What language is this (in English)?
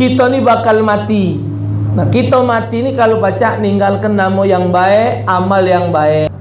Musi